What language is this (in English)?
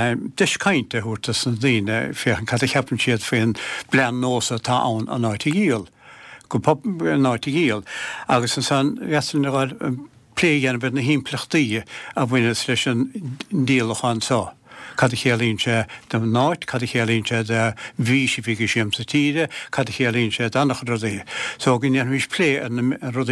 Irish